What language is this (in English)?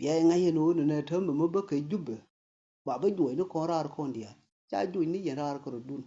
Nuer